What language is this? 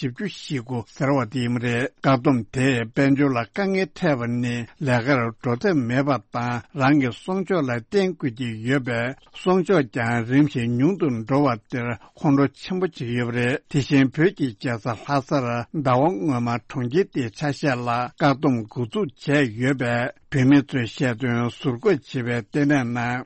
Tibetan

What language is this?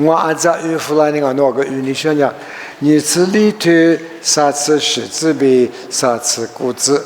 Lisu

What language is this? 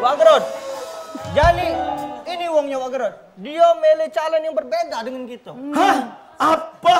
Musi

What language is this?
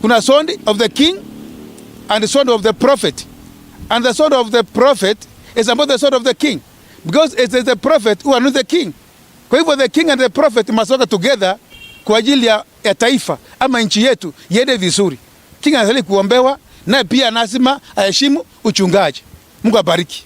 Meru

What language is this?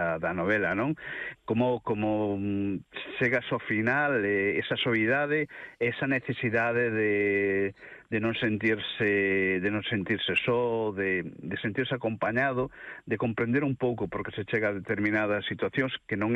Galician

